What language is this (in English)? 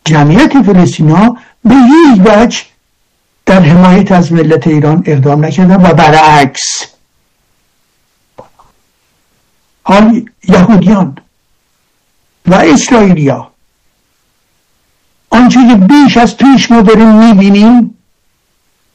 Persian